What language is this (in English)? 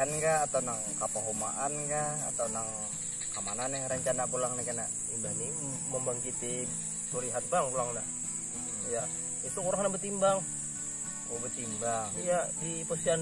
Banjar